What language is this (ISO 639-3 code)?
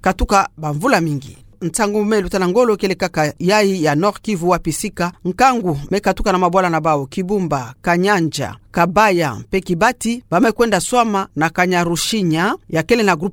ktu